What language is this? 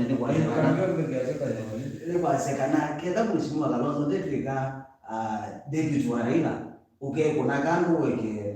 Kamba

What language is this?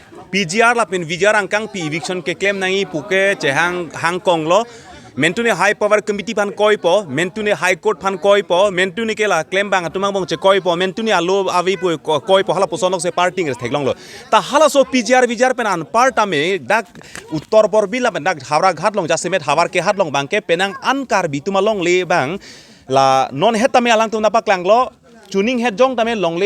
Karbi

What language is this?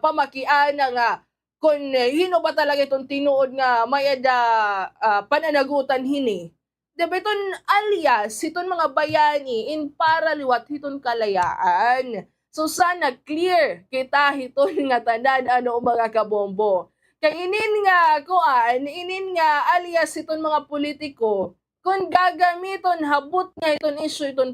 Waray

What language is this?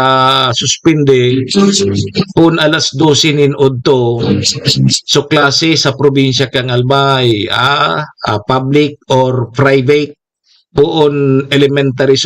Bikol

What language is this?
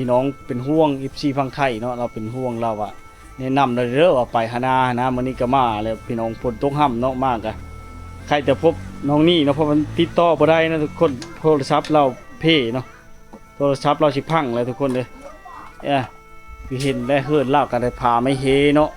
Lao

